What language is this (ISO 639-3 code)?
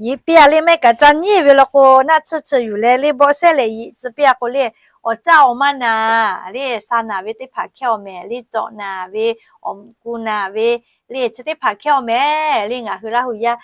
lhu